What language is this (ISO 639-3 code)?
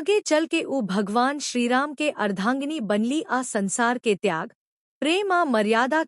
bho